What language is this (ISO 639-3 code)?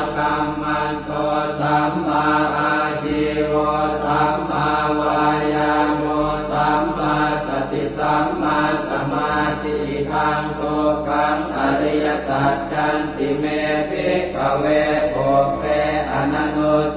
pli